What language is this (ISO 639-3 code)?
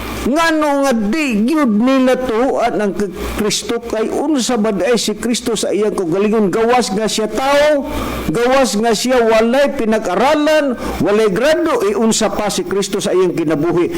ceb